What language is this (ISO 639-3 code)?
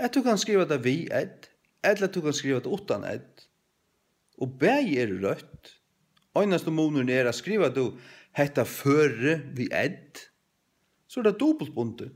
fao